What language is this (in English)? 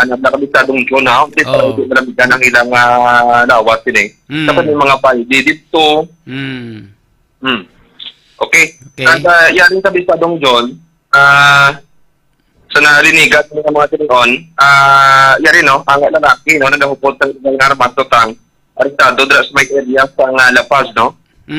Hiligaynon